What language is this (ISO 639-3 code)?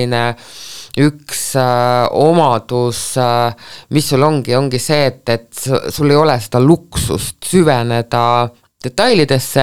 est